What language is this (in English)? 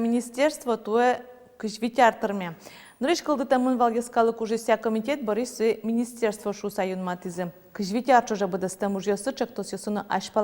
Udmurt